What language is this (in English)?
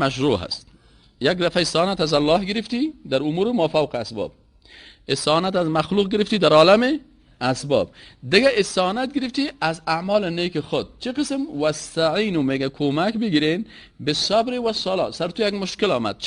Persian